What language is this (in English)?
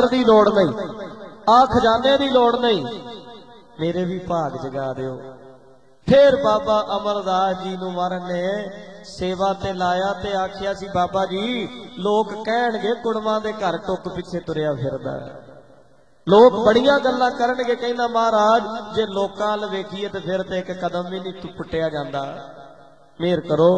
Punjabi